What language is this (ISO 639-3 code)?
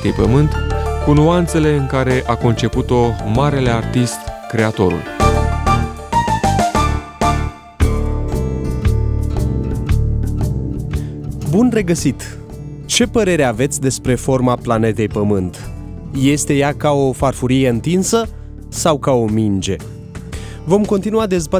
ron